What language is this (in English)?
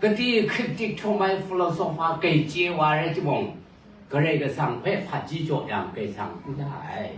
Kachin